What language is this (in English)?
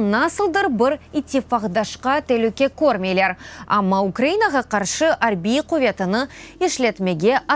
Crimean Tatar